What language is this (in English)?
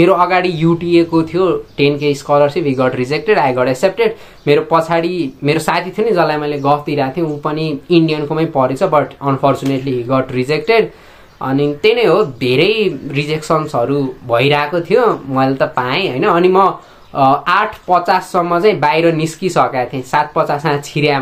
Nepali